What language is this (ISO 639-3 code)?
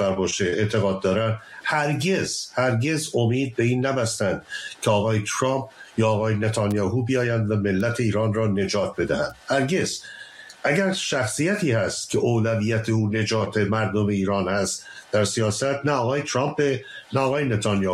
fas